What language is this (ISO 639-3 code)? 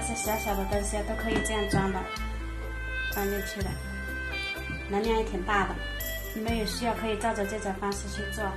zho